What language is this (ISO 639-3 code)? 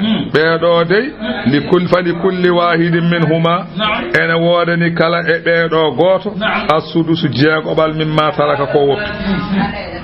ful